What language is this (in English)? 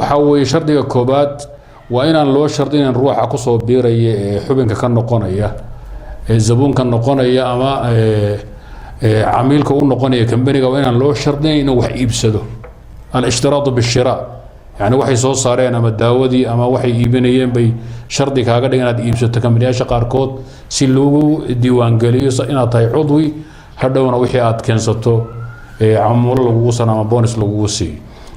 Somali